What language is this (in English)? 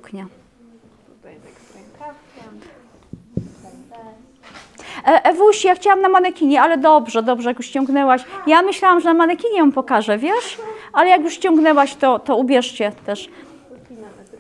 Polish